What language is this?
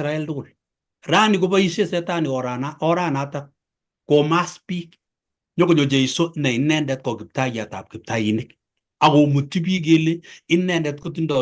Kalenjin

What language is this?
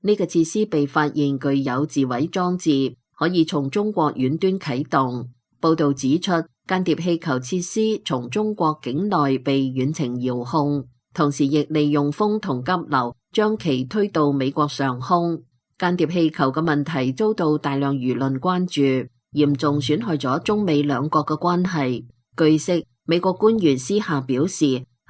Cantonese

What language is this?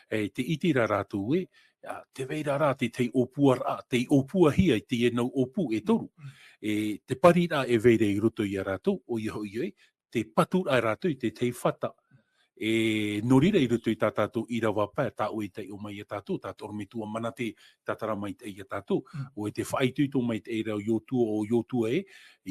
Tahitian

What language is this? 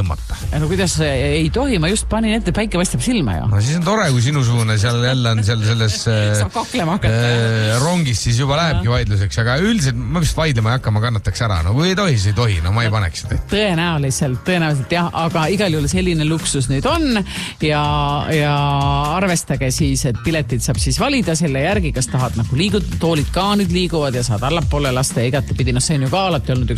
Estonian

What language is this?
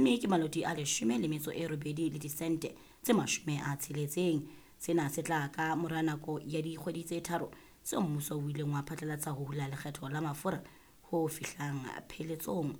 Southern Sotho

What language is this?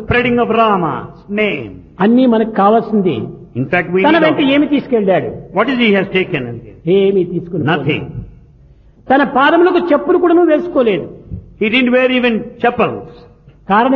Telugu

